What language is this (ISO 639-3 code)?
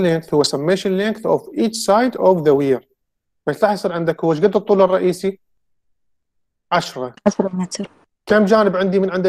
acm